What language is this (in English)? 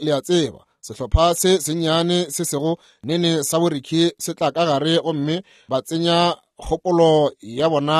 Northern Sotho